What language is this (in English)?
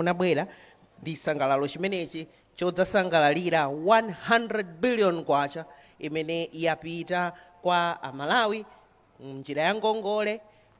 Nyanja